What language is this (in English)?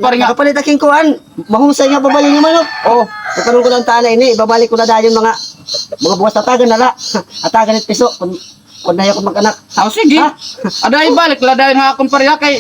Waray